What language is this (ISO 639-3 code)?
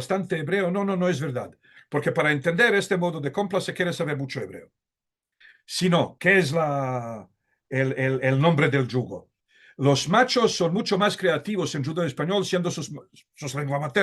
lad